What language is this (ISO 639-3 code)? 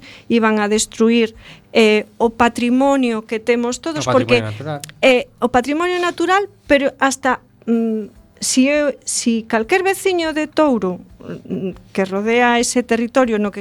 glg